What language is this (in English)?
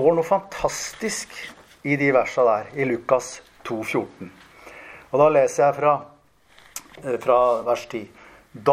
Norwegian